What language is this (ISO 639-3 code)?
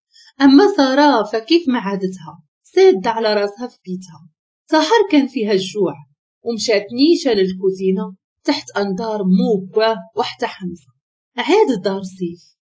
ary